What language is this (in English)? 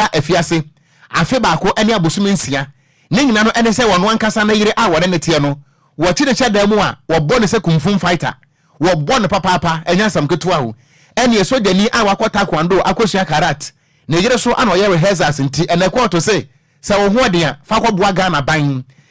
Akan